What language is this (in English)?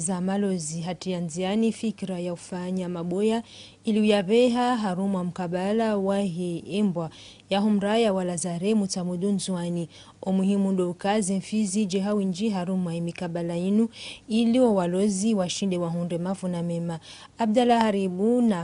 Ngazidja Comorian